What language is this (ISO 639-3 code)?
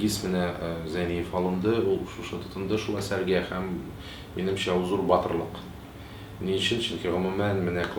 tat